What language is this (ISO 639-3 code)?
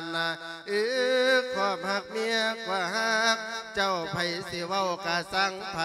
lao